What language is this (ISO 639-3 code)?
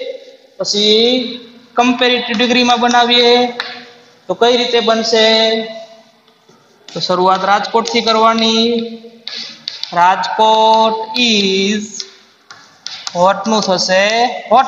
guj